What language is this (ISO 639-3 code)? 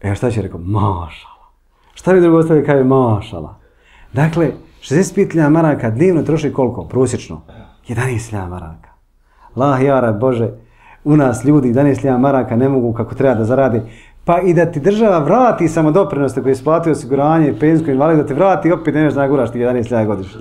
bos